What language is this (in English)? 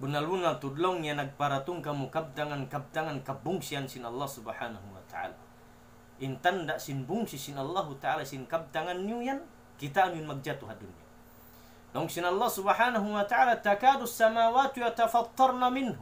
Tausug